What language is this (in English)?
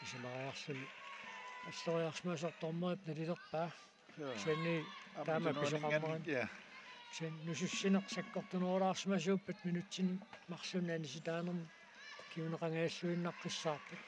Kalaallisut